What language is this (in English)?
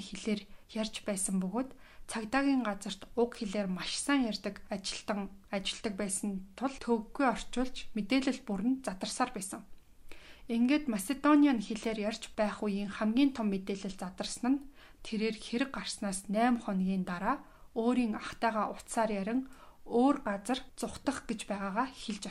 Mongolian